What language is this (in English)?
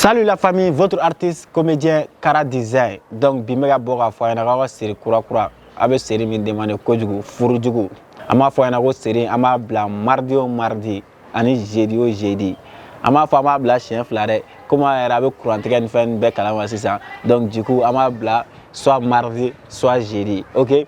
Bambara